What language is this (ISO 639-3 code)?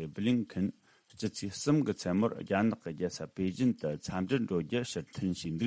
bod